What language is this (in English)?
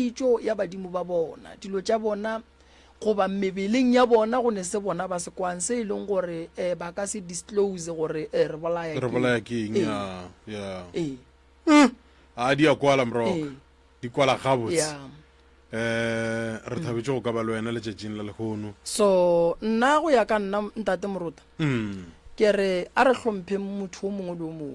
Northern Sotho